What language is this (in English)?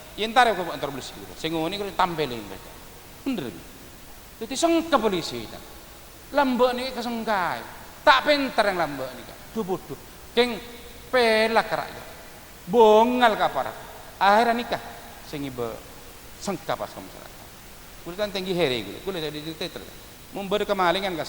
Madurese